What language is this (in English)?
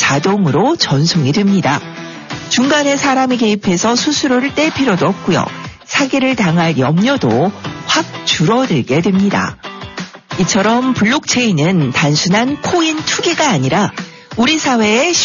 Korean